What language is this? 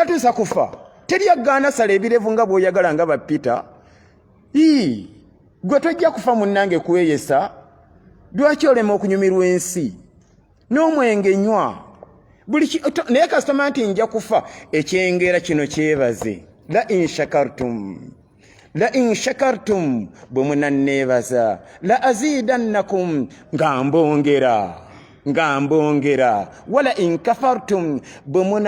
Ganda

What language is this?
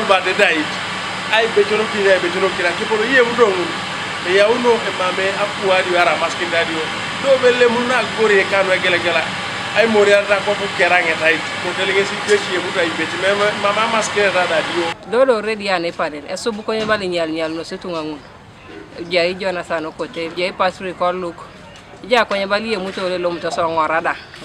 Teso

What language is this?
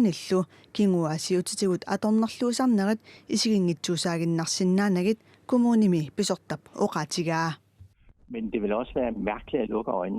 Kalaallisut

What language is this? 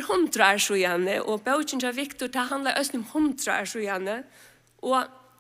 Faroese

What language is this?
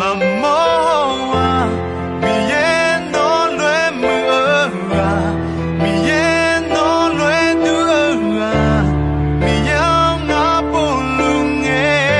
Akha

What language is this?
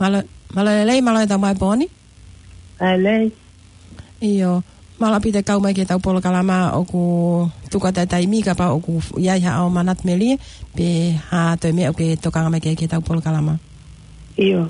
Tongan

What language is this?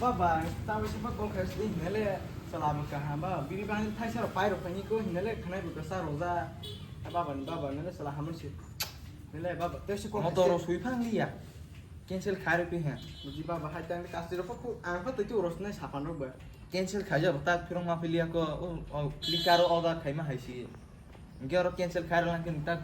Kok Borok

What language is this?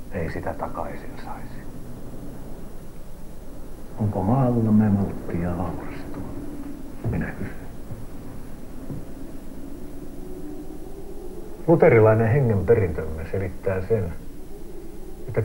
Finnish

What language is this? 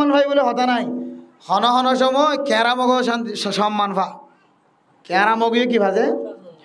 Rohingya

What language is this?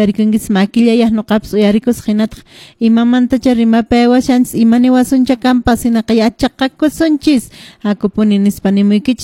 Quechua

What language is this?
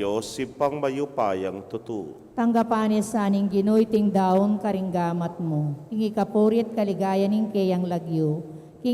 Pampanga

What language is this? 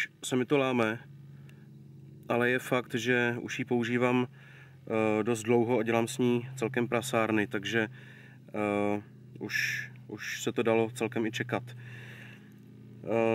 Czech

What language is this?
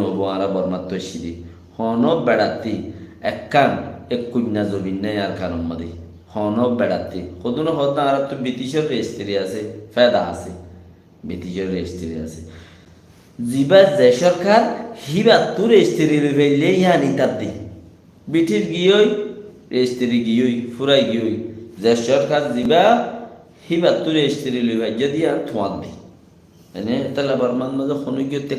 Rohingya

